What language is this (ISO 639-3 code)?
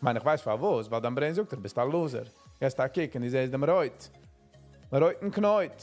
yid